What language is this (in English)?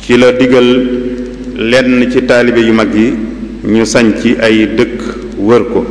Wolof